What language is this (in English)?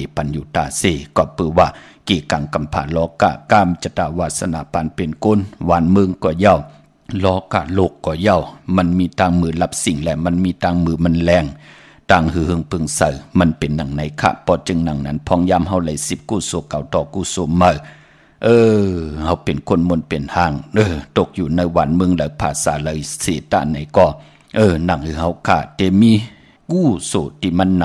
Shan